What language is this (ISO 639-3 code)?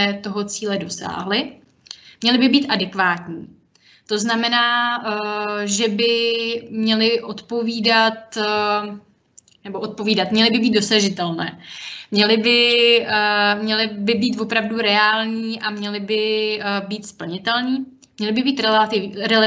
ces